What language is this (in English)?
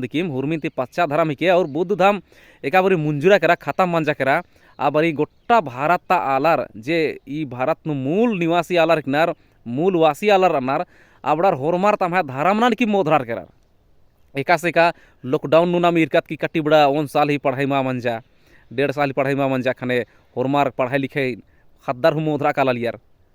Kurukh